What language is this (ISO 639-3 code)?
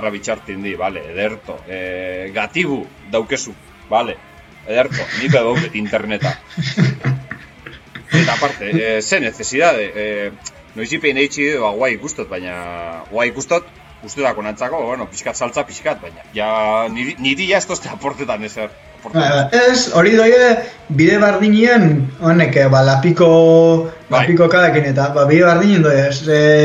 eus